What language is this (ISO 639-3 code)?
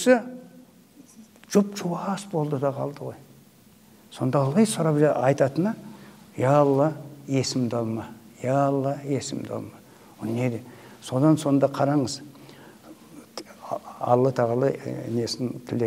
kaz